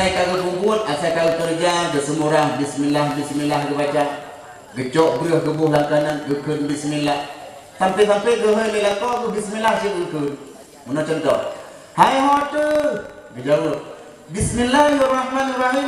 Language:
Achinese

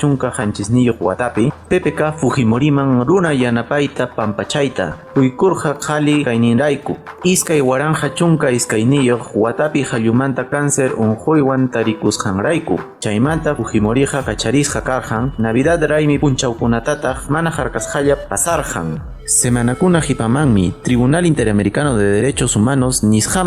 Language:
Quechua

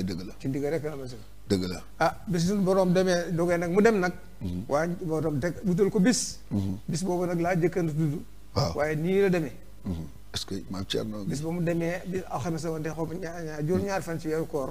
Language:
Wolof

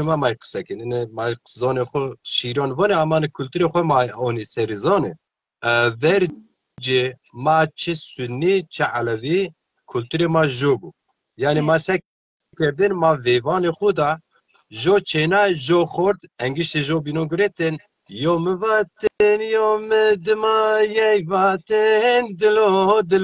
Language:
Zaza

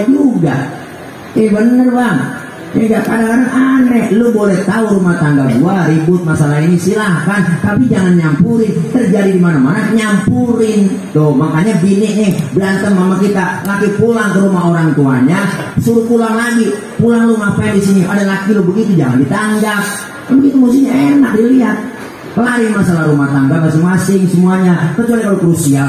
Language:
Betawi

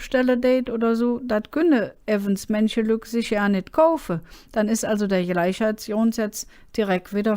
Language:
Colognian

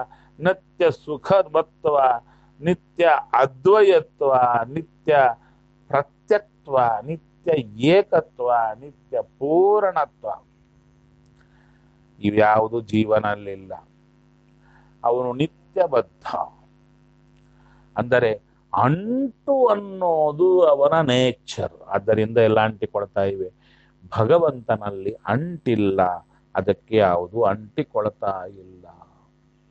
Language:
Kannada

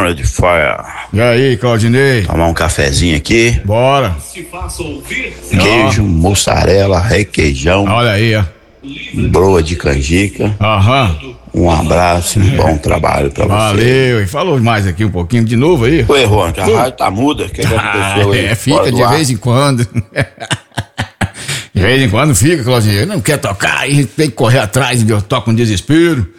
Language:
Portuguese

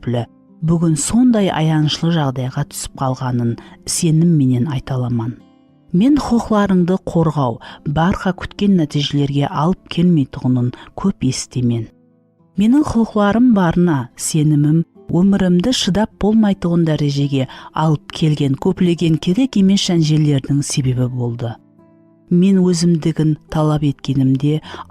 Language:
Kara-Kalpak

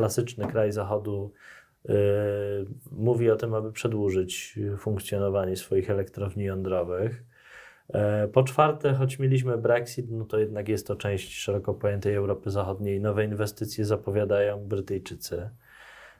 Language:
Polish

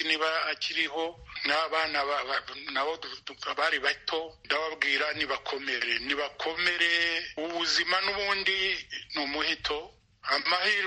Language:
Kinyarwanda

